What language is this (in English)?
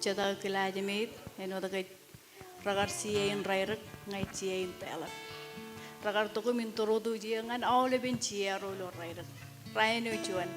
Marshallese